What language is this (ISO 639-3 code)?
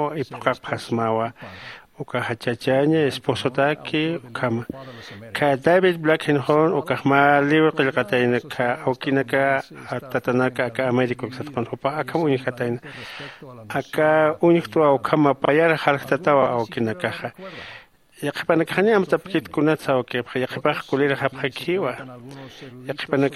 aym